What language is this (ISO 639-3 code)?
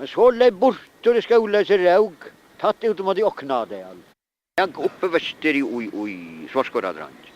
fao